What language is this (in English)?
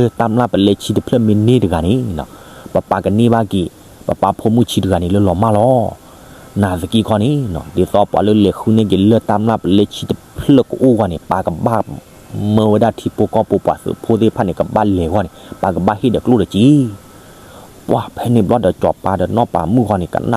S'gaw Karen